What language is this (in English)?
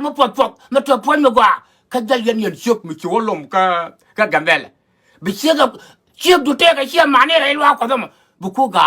Nuer